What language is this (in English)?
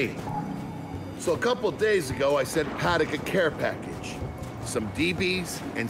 English